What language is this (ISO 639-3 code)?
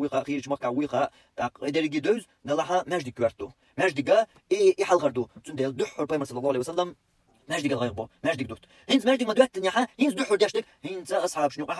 che